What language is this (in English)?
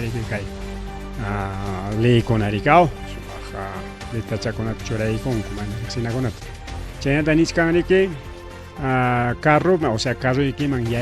Ayacucho Quechua